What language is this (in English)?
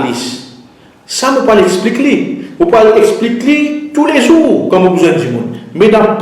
Morisyen